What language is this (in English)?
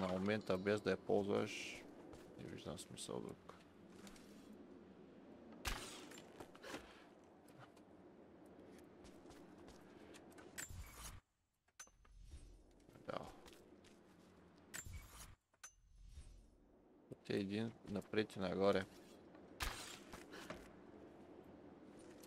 Bulgarian